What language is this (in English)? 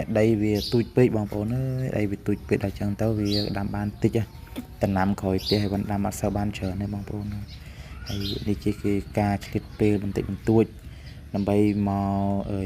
Khmer